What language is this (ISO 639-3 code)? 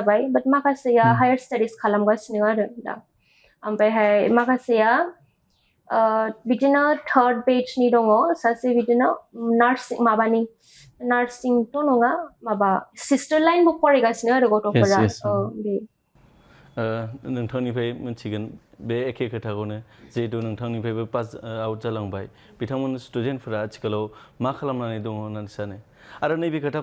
brx